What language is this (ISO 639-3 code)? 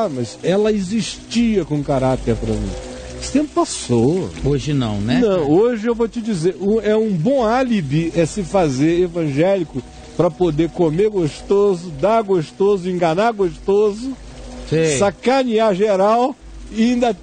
por